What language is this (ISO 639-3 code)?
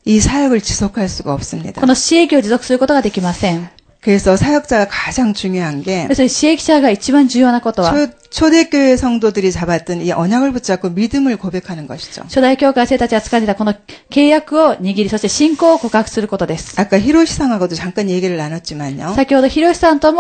kor